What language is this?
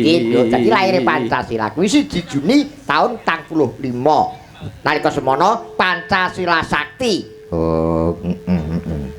Javanese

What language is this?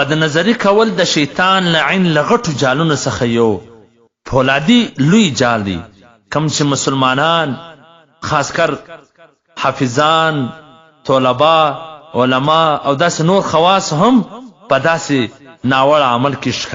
Pashto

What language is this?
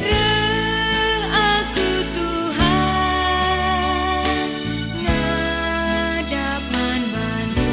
Batak Karo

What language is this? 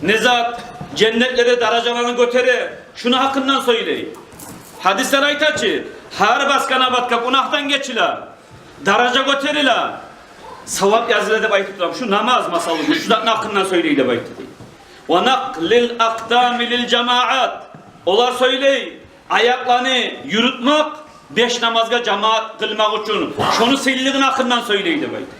Kumyk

